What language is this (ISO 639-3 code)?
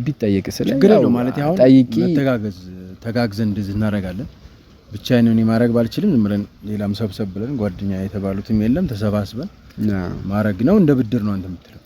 amh